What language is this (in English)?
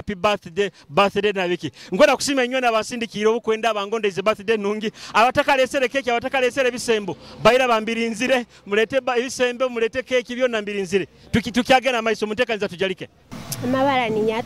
Nyoro